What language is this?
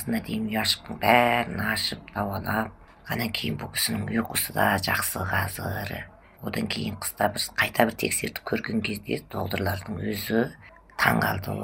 Kazakh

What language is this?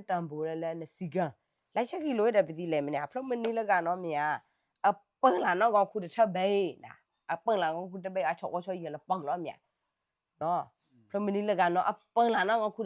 S'gaw Karen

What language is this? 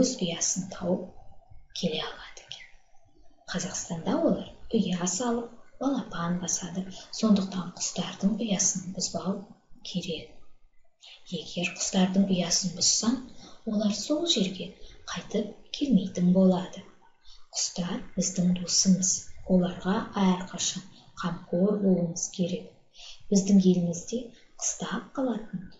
Kazakh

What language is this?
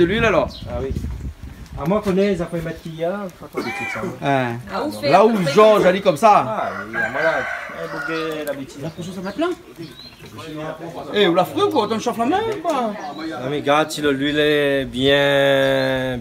Réunion Creole French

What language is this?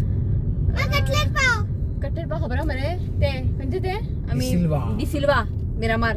Konkani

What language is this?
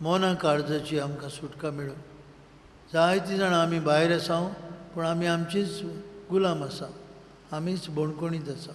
Konkani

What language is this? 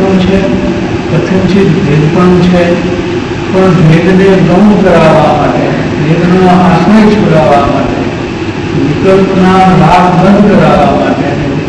Gujarati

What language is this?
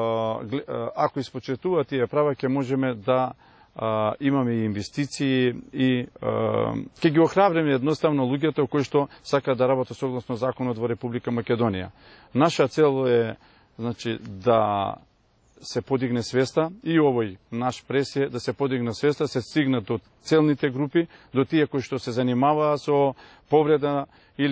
Macedonian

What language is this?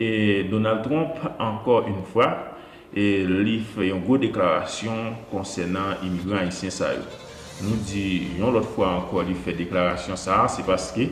Haitian Creole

